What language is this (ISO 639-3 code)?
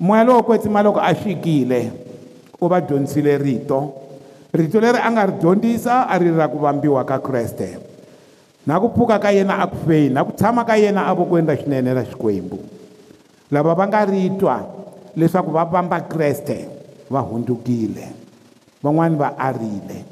tso